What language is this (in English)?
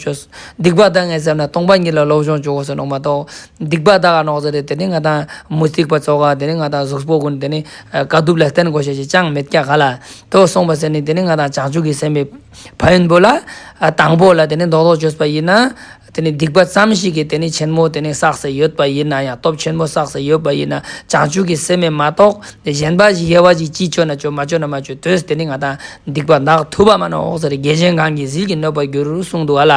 Ladakhi